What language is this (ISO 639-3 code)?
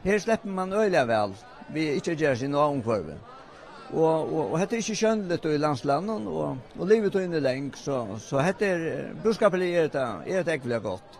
fao